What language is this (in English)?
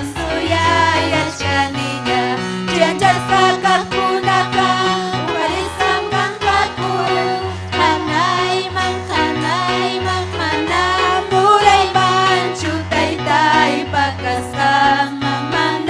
Ayacucho Quechua